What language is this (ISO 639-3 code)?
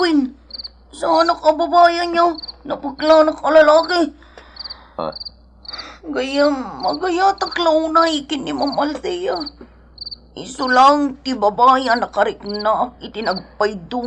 ilo